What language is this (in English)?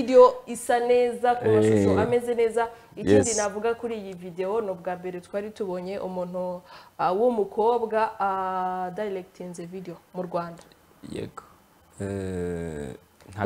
Kinyarwanda